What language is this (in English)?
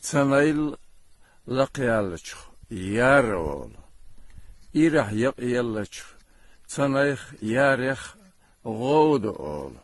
Chechen